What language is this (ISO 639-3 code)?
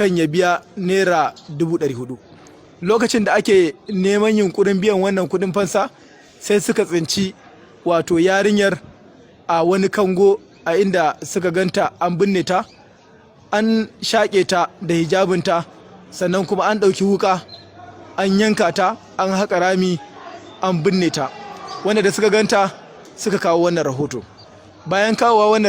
hau